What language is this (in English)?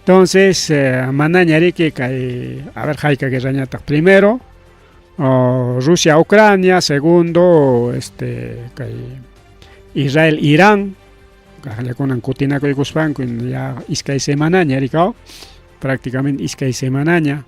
Ayacucho Quechua